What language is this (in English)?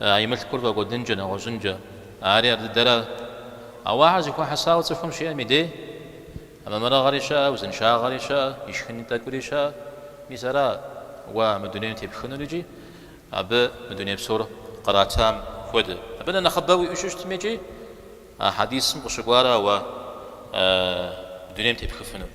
Kabardian